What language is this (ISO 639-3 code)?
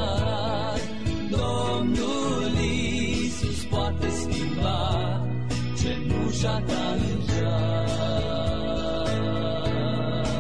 ron